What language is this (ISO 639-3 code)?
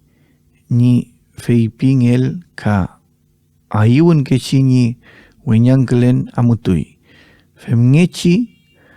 arn